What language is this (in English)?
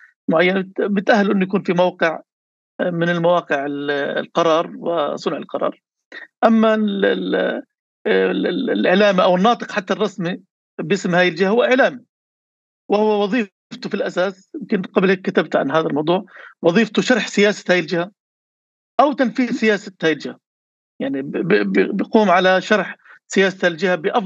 North Levantine Arabic